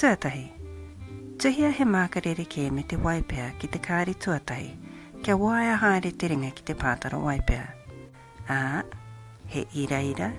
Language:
Māori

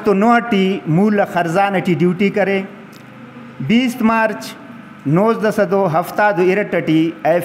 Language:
Brahui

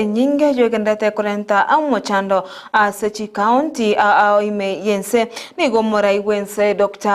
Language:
Gusii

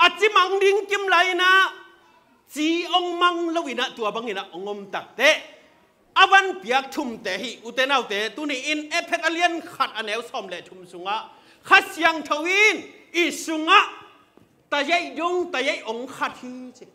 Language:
Tedim Chin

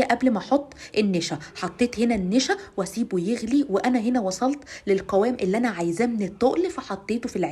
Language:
Egyptian Arabic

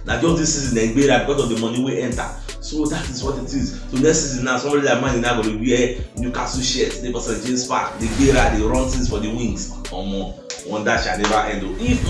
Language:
Nigerian Pidgin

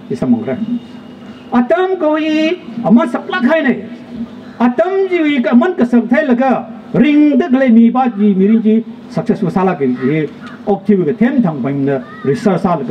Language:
Tangkhul Naga (India)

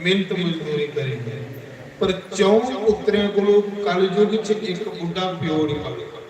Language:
Dogri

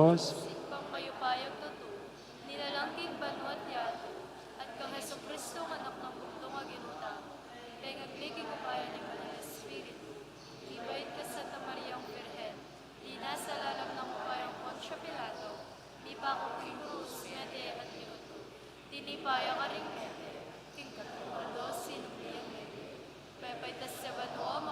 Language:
Pampanga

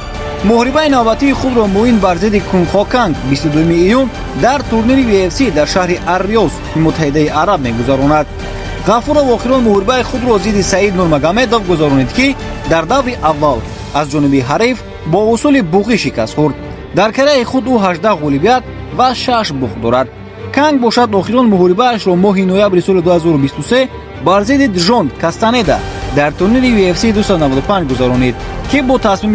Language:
Tajik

